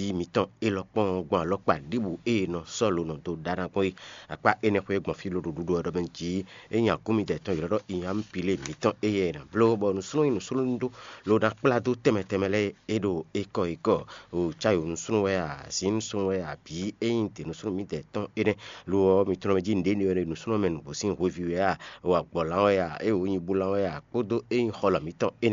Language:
Fon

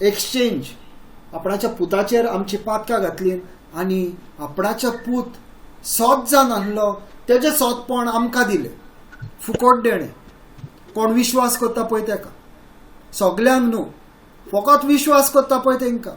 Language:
Konkani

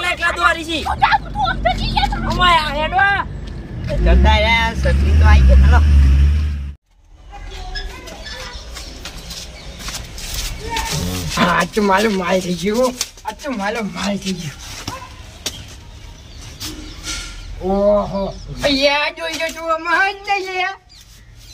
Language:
Gujarati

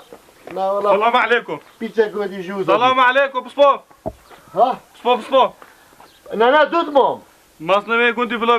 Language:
Kurdish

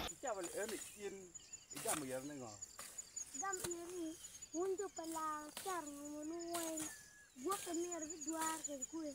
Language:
Acoli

